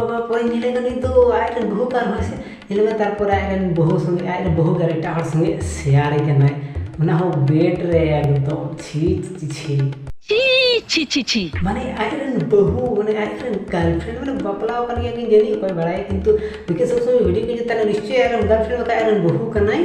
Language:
Santali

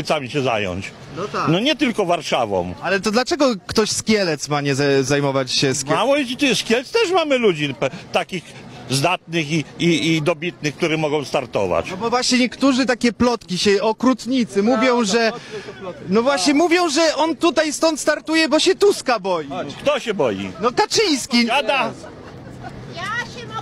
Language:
Polish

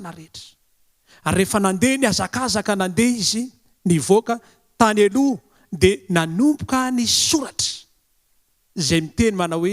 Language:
Malagasy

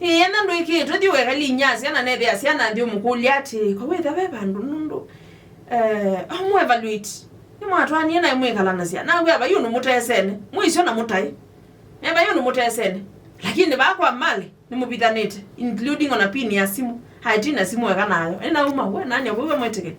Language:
Kamba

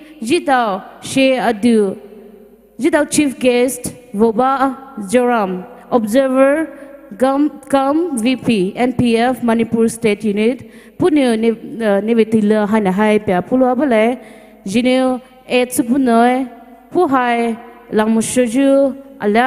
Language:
Poumei Naga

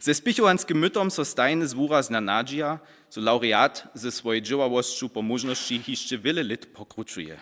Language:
Upper Sorbian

